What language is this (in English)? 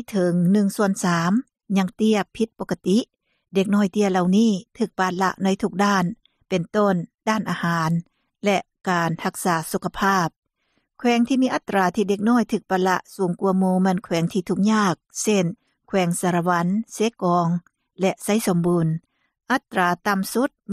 Lao